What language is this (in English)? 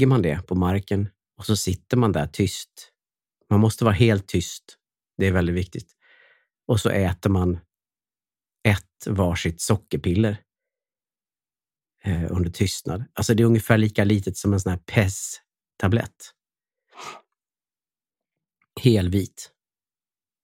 Swedish